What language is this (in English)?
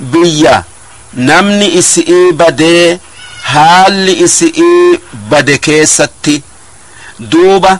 Oromo